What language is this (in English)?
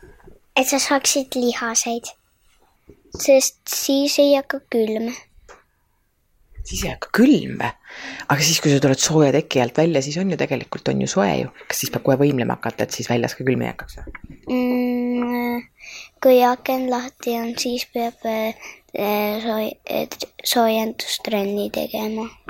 Estonian